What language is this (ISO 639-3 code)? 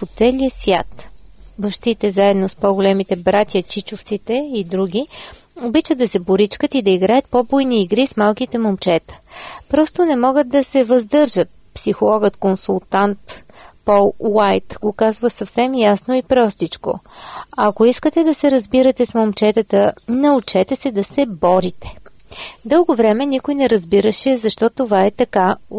bul